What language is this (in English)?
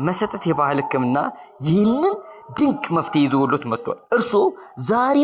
Amharic